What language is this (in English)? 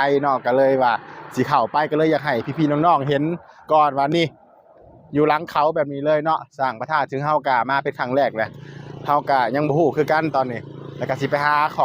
Northeastern Thai